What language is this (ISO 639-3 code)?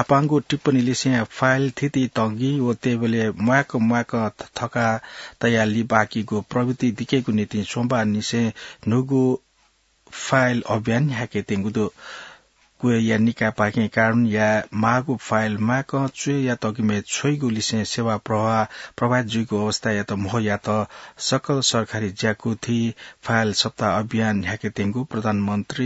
new